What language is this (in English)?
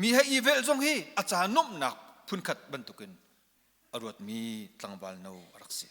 Hakha Chin